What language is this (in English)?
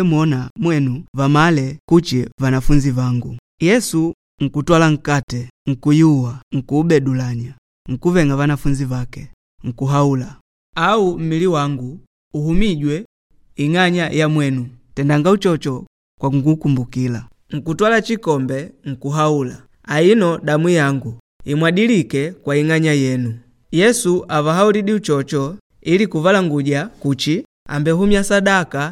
Makonde